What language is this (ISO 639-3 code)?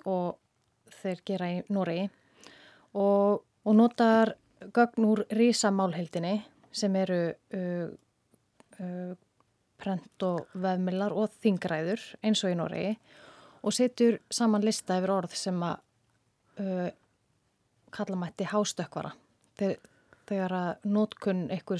isl